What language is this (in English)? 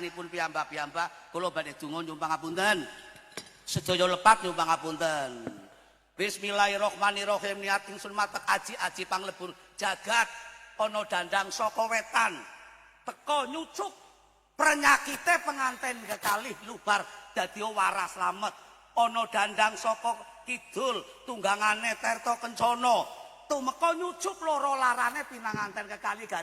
Javanese